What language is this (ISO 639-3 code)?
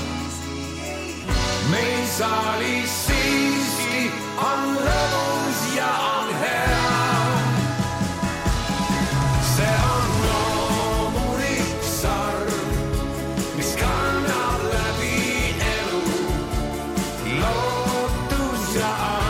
est